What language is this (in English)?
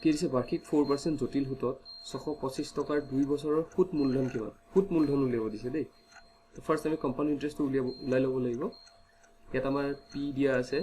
Assamese